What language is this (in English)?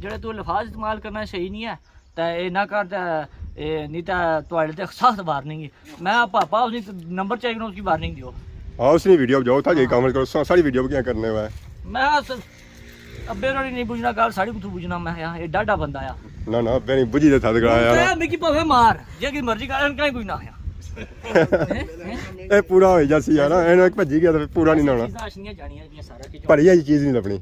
Pahari-Potwari